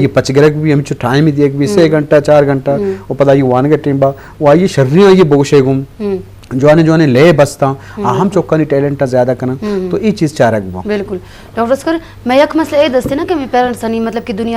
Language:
Eastern Balochi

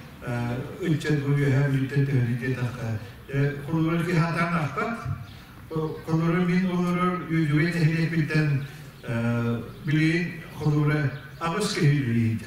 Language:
Yakut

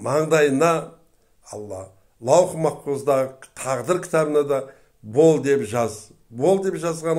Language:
Kazakh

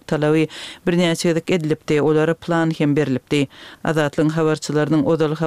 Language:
Turkmen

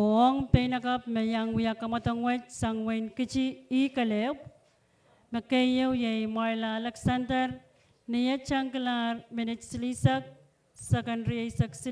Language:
Pohnpeian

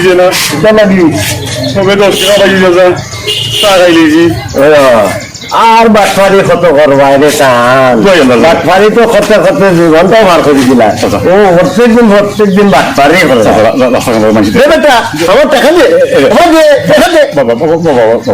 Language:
Sylheti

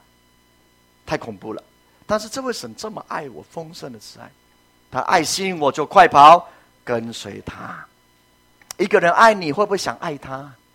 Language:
Chinese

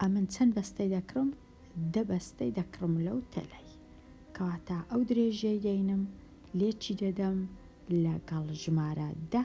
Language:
Central Kurdish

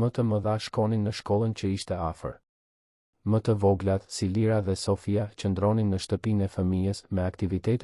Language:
Albanian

